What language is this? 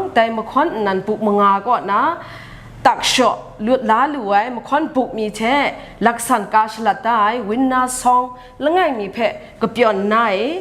Kachin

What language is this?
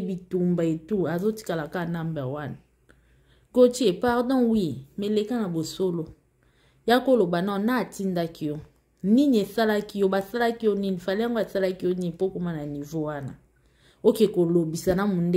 Lingala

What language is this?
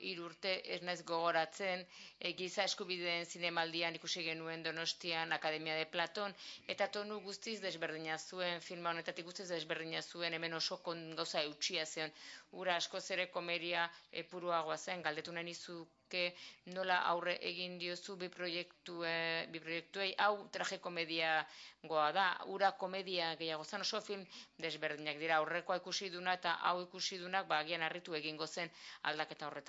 Basque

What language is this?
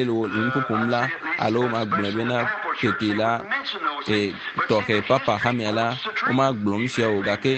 Ewe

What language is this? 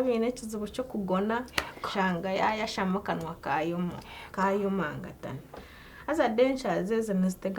Nyankole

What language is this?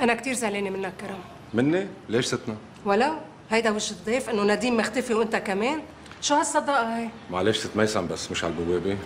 North Levantine Arabic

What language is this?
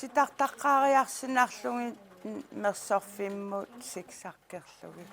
Kalaallisut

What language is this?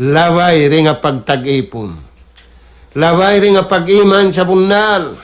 Tausug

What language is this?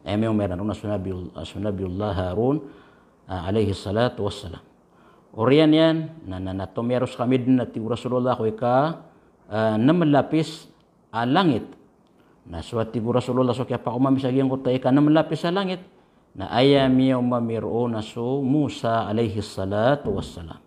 Maranao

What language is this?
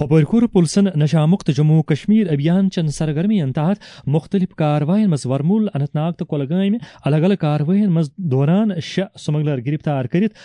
Kashmiri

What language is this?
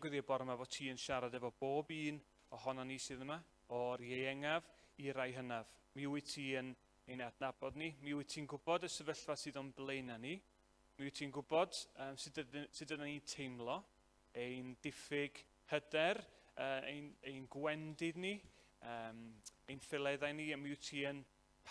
Welsh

